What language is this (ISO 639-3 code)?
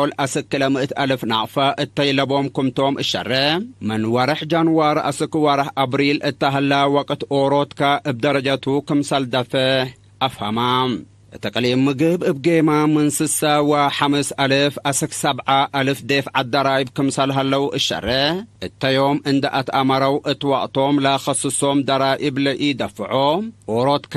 tig